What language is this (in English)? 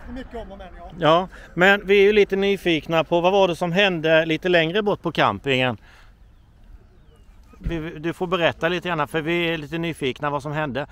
Swedish